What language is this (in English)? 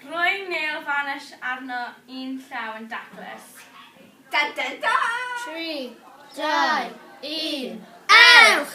Welsh